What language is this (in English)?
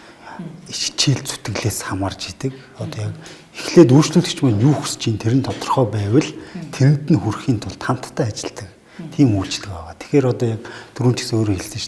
Mongolian